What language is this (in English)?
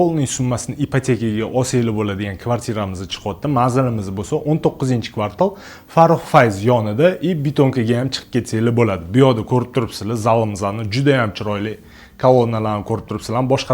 Uzbek